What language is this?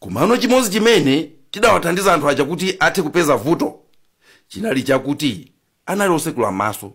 Nyanja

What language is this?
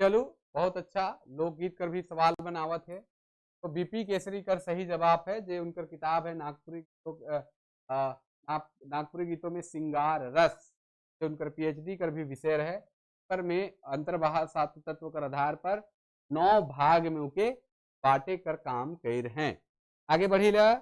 Sadri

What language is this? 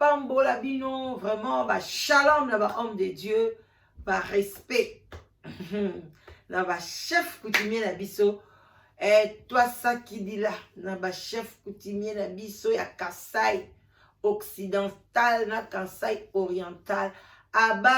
Lingala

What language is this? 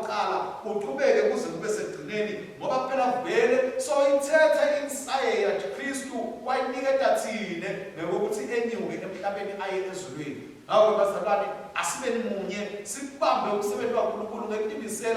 Swati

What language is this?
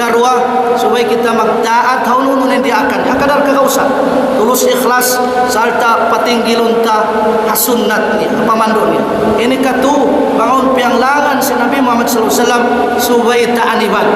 Tausug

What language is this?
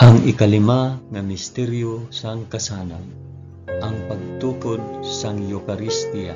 Hiligaynon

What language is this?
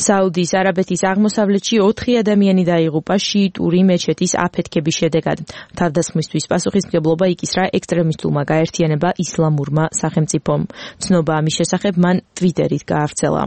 Georgian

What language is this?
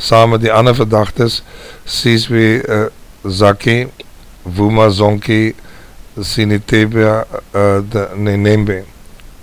Afrikaans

